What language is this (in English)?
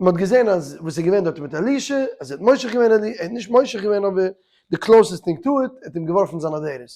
Yiddish